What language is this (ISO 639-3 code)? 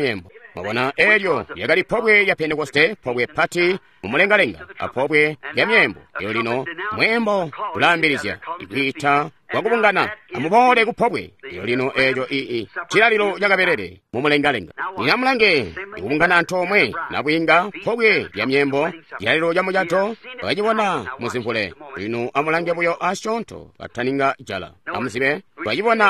toi